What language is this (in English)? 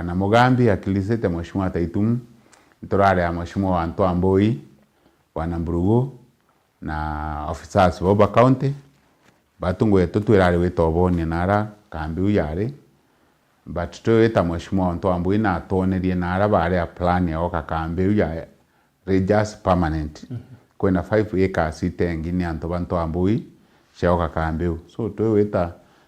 Meru